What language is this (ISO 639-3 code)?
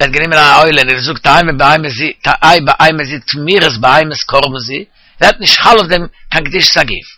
yid